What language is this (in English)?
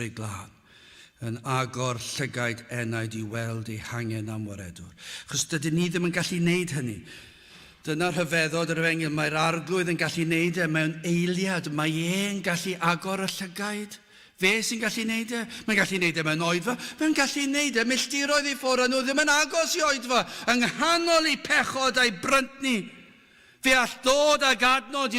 Welsh